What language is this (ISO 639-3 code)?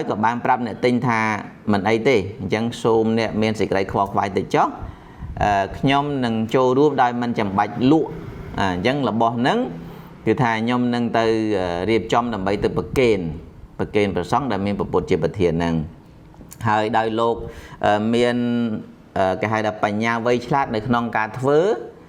khm